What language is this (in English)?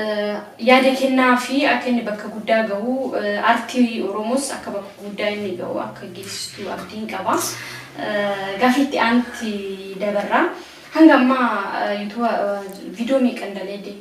Oromo